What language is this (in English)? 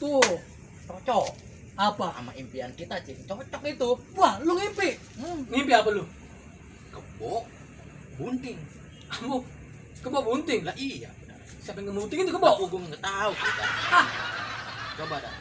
Betawi